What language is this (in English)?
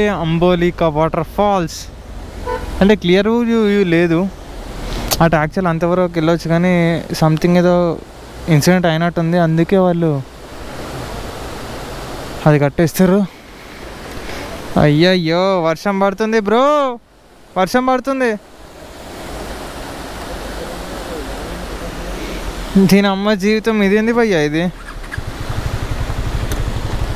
Telugu